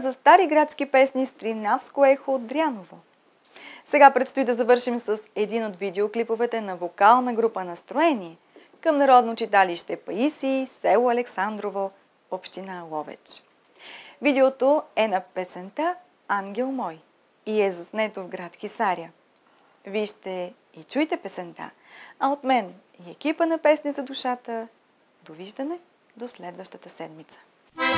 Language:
Bulgarian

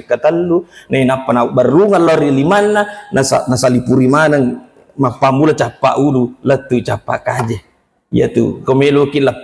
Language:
Buginese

